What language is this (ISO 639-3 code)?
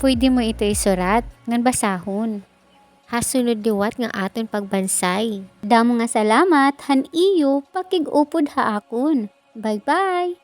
war